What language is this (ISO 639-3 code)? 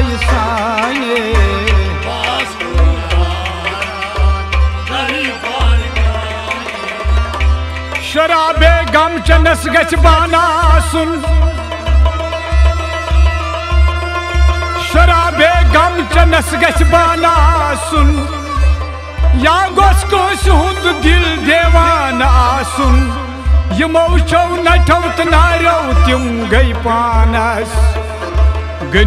kas